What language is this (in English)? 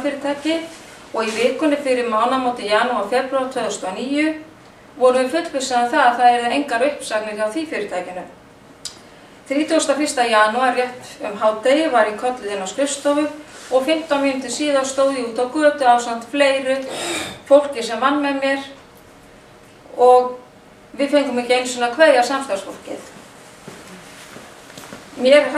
Icelandic